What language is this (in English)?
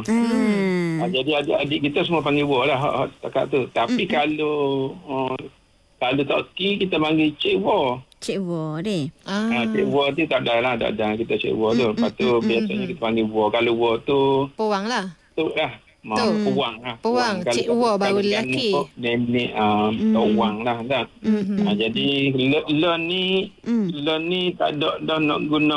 Malay